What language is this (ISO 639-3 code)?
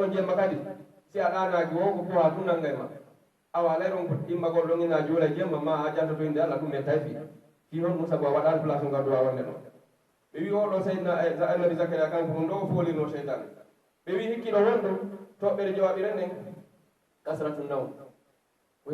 fuf